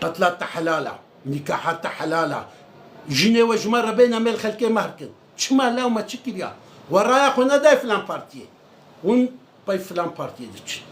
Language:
Kurdish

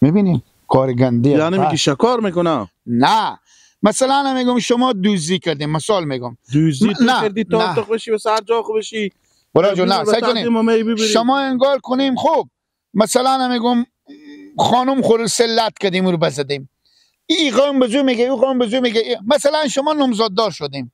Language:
Persian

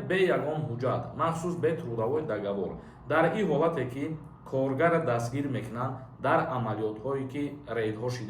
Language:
Tajik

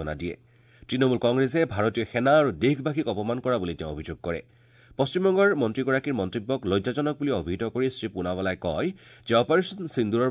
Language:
Assamese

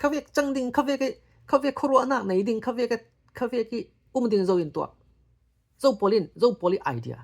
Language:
Falam Chin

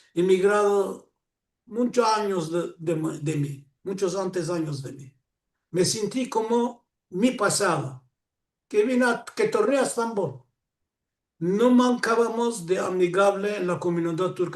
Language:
Ladino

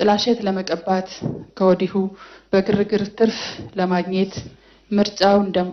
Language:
Amharic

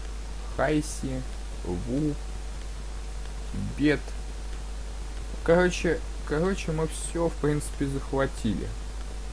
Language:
Russian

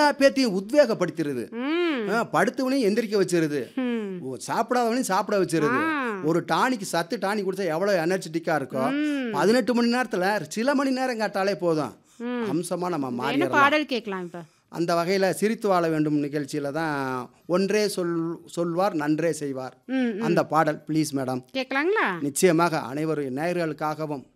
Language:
Tamil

